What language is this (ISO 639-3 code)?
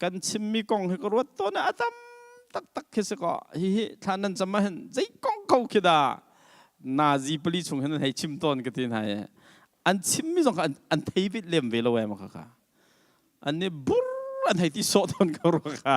cnh